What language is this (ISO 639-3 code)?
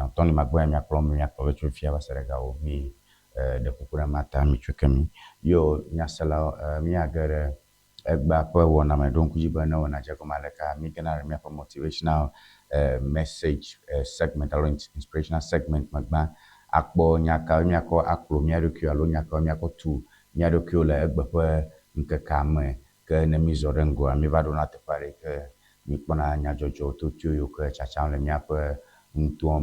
ewe